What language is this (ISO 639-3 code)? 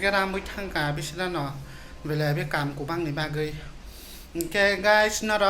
trp